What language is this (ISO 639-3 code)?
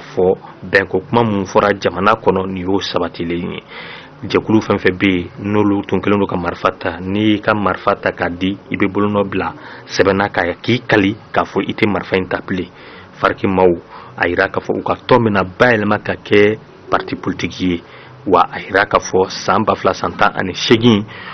bam